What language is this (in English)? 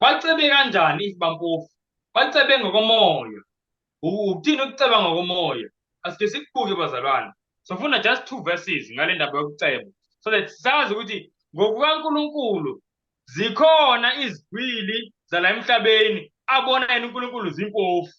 Zulu